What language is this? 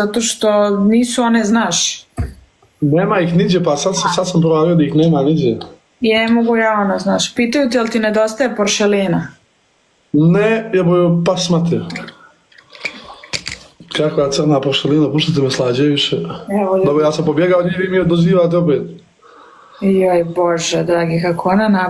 Serbian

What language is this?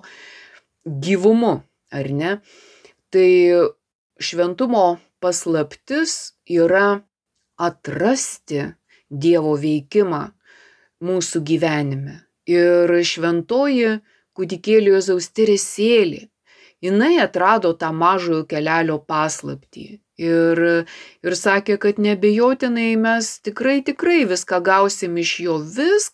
Lithuanian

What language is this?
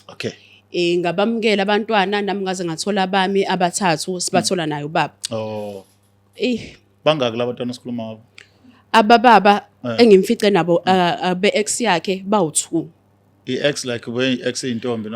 Zulu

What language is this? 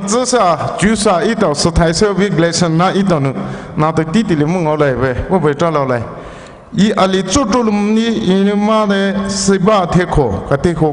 Poumei Naga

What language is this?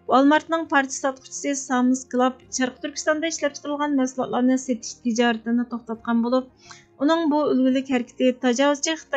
Uyghur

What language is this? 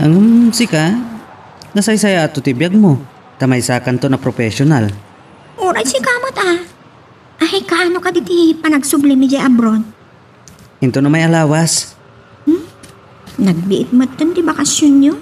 Iloko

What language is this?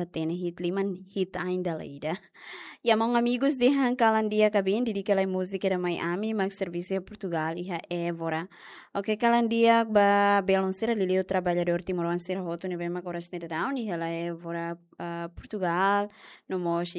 Tetum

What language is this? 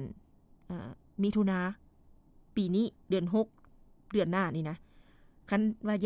Lao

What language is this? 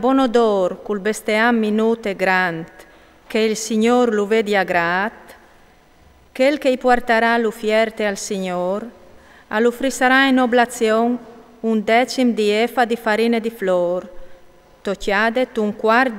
Friulian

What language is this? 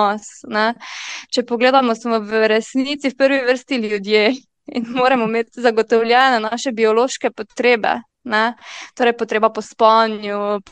Slovenian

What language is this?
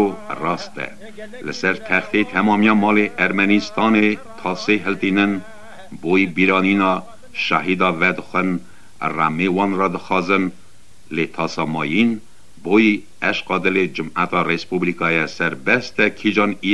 Kurdish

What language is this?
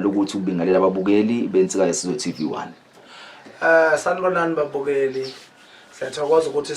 Zulu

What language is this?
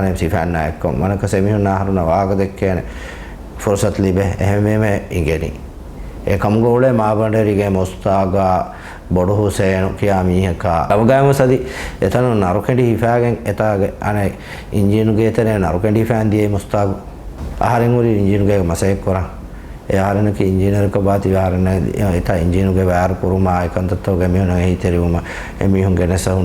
Divehi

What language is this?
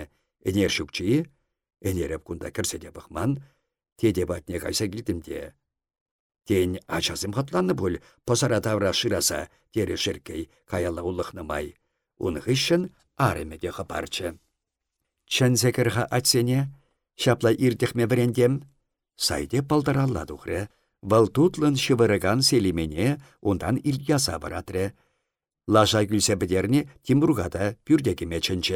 Chuvash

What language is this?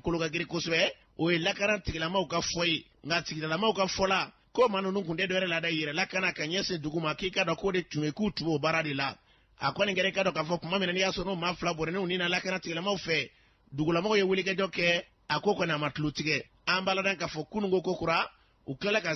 Bambara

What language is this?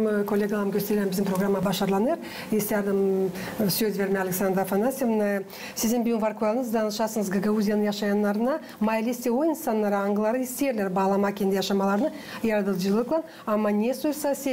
Gagauz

